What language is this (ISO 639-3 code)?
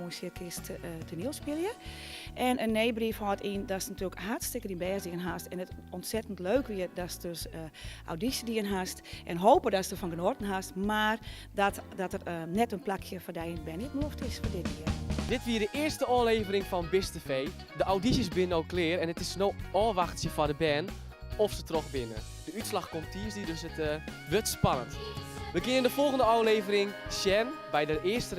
fry